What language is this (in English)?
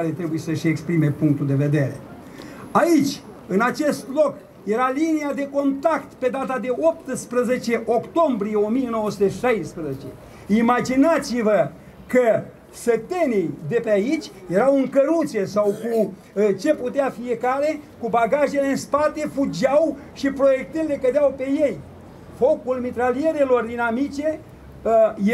Romanian